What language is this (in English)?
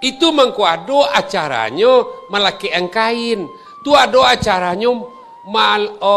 Minangkabau